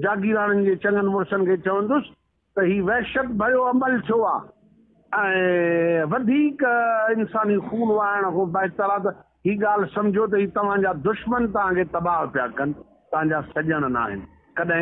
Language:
Sindhi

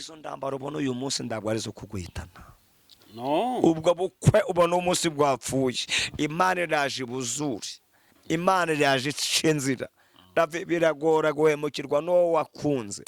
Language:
Kinyarwanda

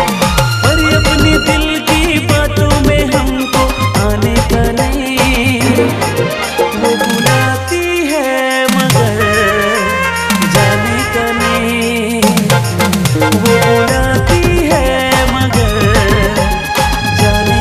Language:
Hindi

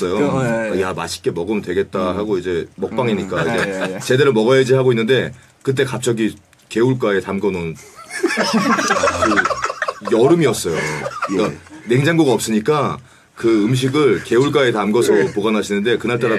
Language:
Korean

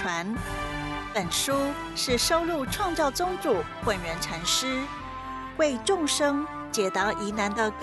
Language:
Chinese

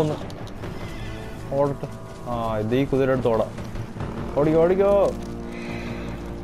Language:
Malayalam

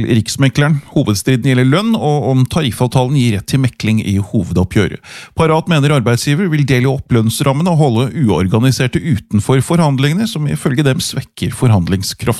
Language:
Norwegian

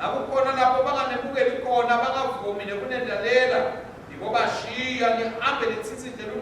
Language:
Swati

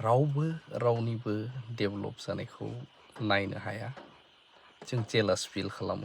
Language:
Bodo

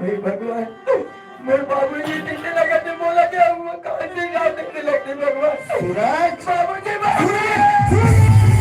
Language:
Chhattisgarhi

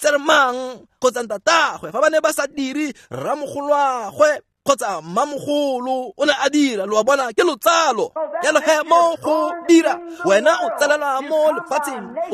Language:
Tswana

